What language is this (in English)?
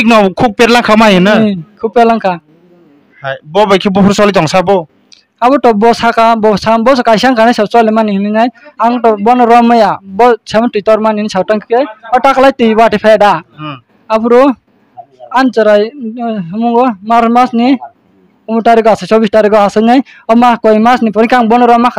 Kok Borok